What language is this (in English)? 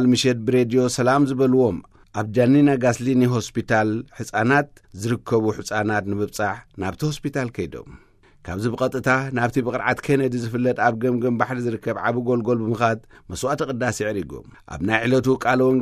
Tigrinya